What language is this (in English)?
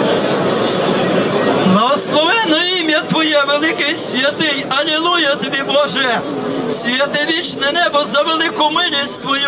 Ukrainian